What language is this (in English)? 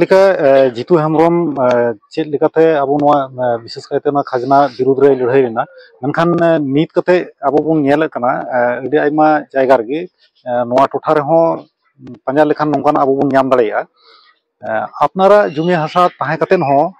Santali